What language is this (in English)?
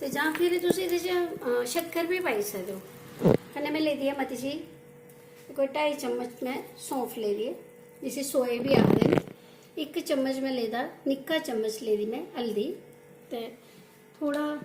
Dogri